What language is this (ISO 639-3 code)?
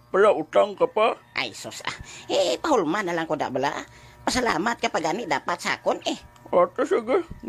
hil